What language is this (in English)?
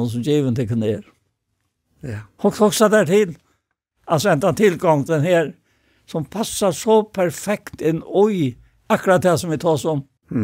Faroese